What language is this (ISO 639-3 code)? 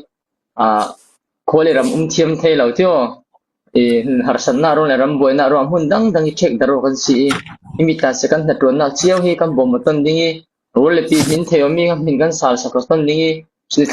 cfm